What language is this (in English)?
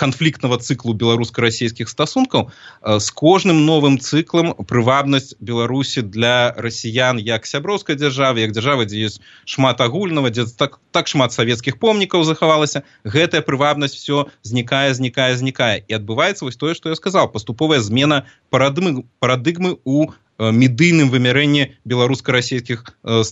Belarusian